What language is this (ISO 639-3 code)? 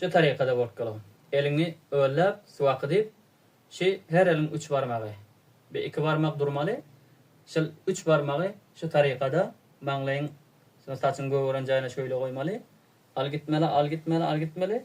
tuk